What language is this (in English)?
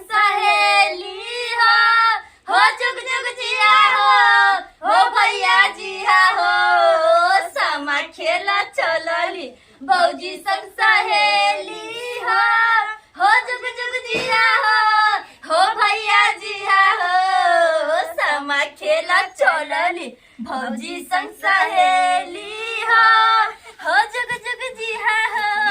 Maithili